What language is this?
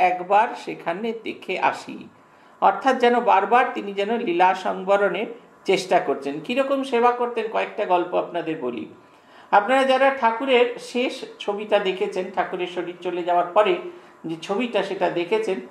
Bangla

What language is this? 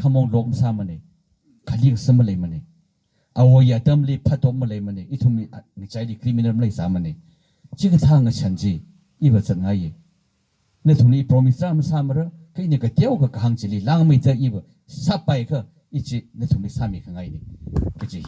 Tangkhul Naga (India)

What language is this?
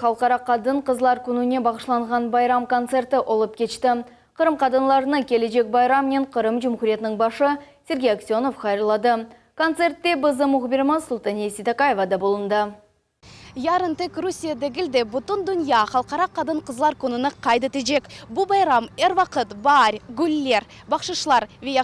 Crimean Tatar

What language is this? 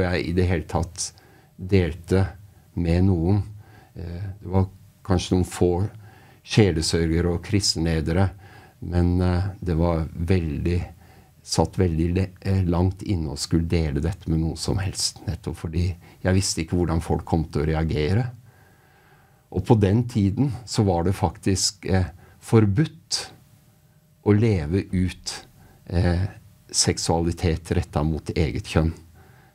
Norwegian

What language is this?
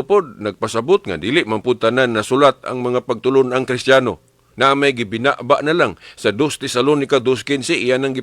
Cebuano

